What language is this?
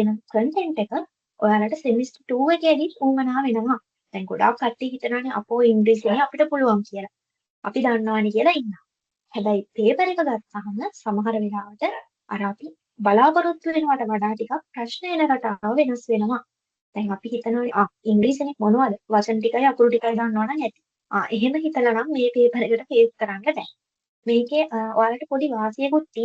Sinhala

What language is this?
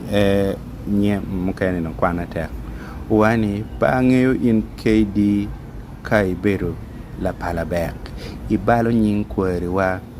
Acoli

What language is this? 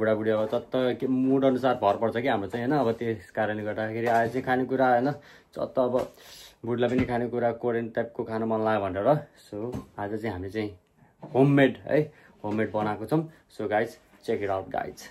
Nepali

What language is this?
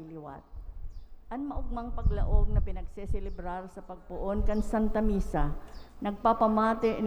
Bikol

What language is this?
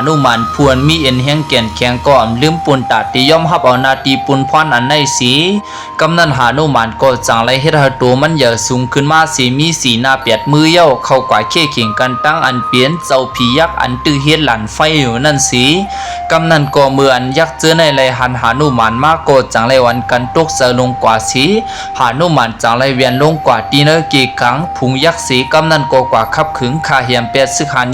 Shan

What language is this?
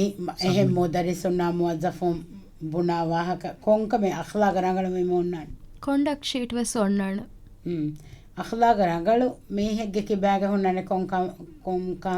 Divehi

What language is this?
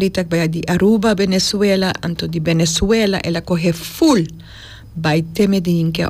Papiamento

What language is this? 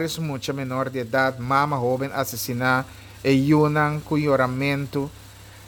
Papiamento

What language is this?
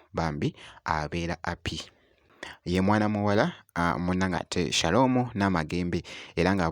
Ganda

